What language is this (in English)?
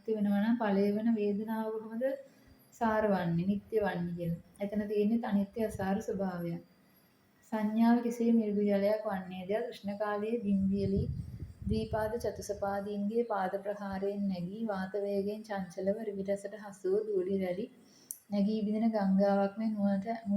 Sinhala